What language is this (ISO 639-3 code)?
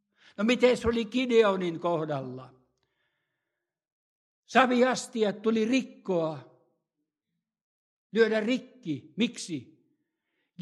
fin